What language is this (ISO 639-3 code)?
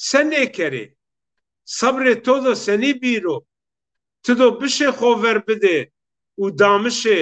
zza